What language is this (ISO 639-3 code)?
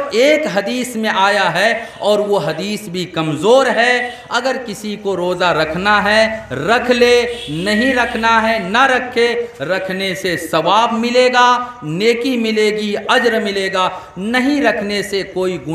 urd